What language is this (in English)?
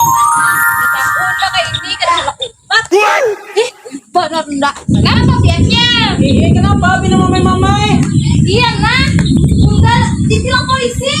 Banjar